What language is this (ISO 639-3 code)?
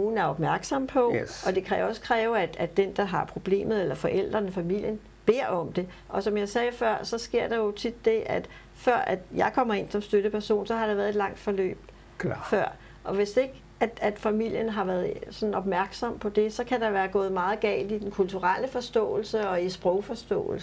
dan